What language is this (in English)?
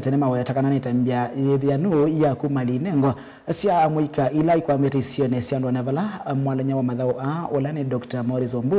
Kamba